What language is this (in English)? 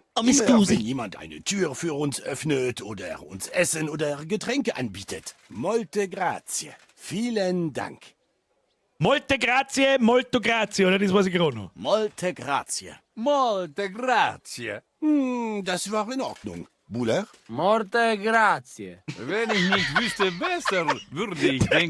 Bavarian